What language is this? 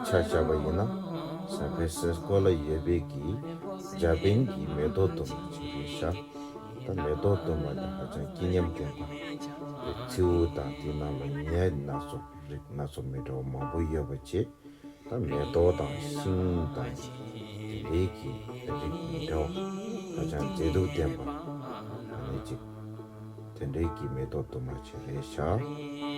Tibetan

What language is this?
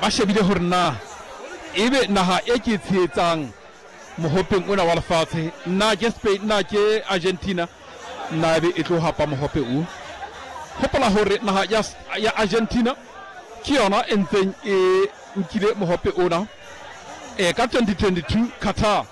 Southern Sotho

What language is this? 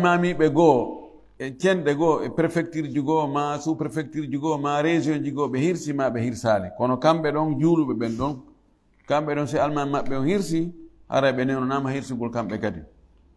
Fula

